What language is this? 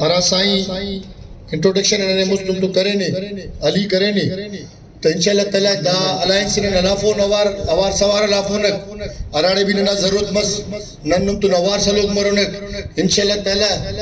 Brahui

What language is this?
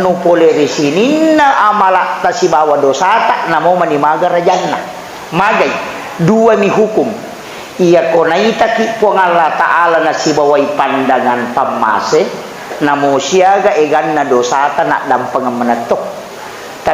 Buginese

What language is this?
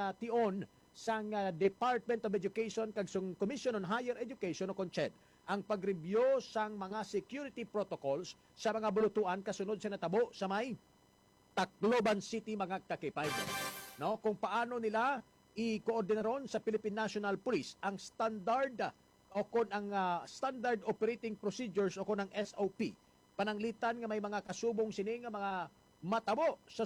Hiligaynon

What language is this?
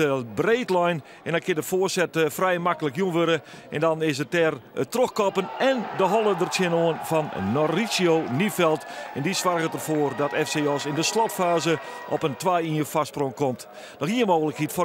Western Frisian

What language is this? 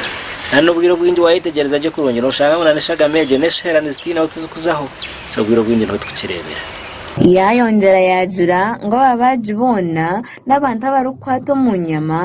Nyankole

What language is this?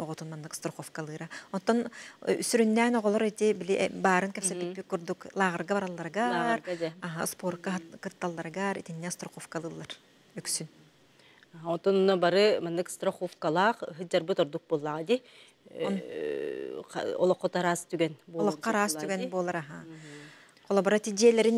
Yakut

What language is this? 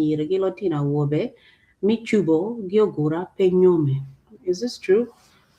Acoli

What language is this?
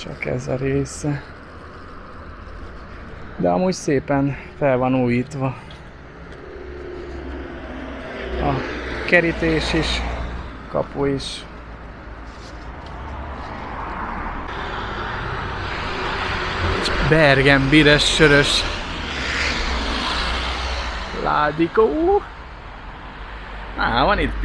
Hungarian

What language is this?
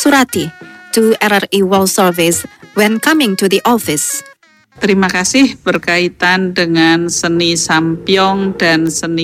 Indonesian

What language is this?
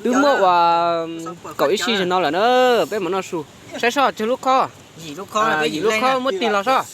Hmong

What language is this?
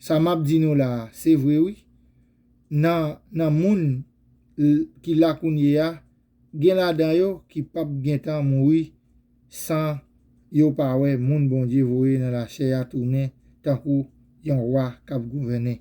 Haitian Creole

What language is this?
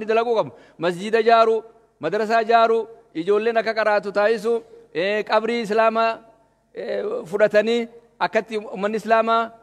Oromo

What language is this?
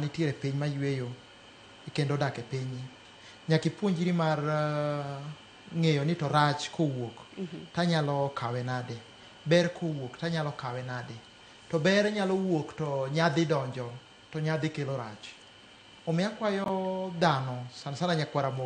Luo (Kenya and Tanzania)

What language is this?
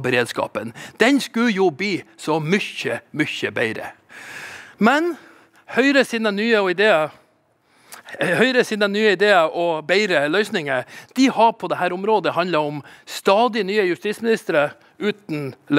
Norwegian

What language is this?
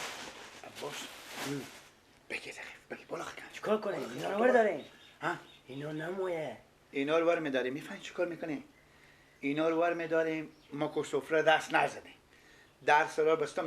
Persian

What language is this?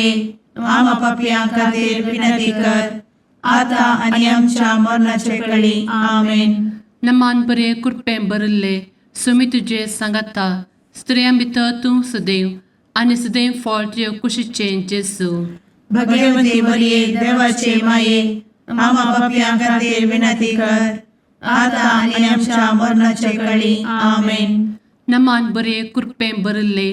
Konkani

